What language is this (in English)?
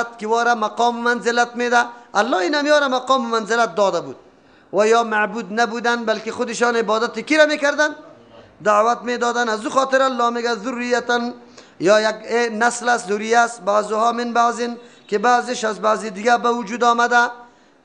Persian